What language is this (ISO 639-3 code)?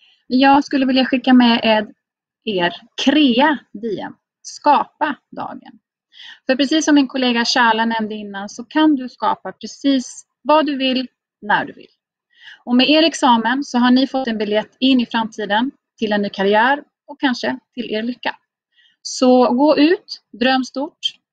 swe